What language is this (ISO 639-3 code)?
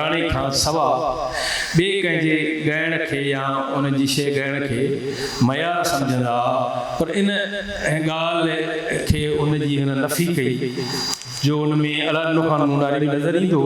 snd